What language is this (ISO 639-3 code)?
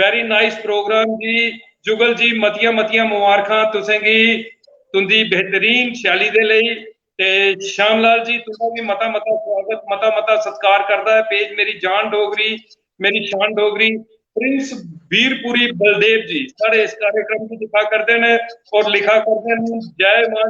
doi